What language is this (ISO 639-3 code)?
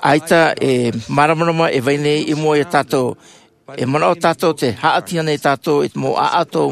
tah